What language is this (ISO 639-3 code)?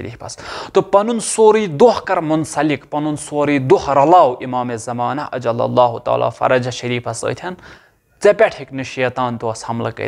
kas